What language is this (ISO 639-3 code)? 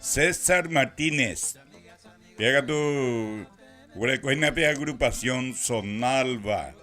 grn